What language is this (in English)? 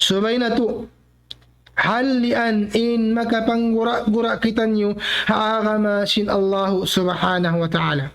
Tausug